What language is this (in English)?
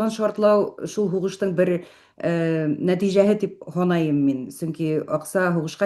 Bashkir